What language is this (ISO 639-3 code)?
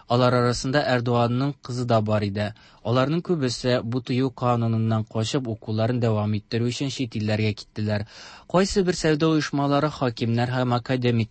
tat